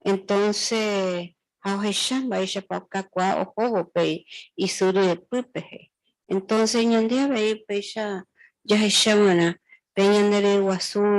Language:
Guarani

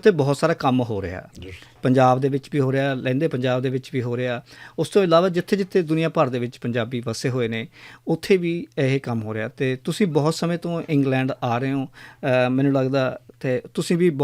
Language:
Western Panjabi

